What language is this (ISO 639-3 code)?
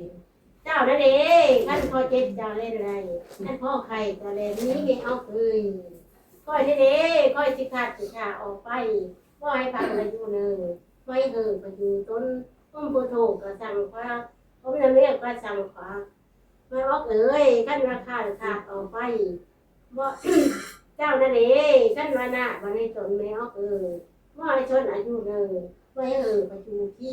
lao